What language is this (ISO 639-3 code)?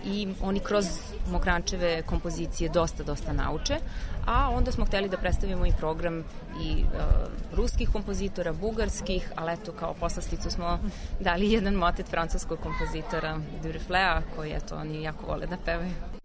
srp